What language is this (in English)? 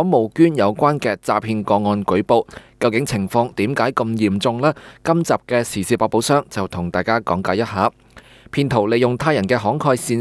Cantonese